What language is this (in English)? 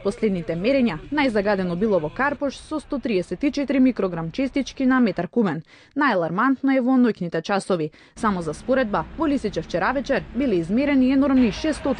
Macedonian